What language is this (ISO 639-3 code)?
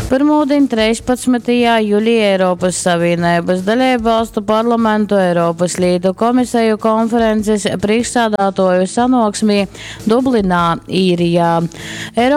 ltg